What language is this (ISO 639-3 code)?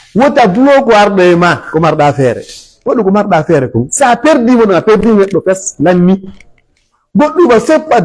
ful